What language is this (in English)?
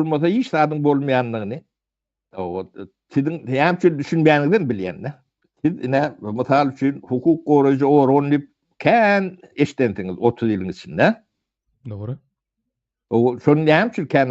Turkmen